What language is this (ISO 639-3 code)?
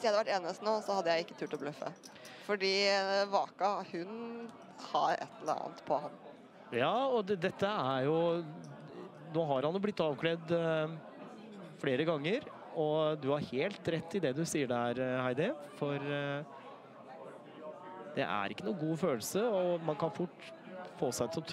nor